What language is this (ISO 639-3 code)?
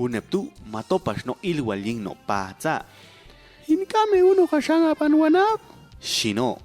jac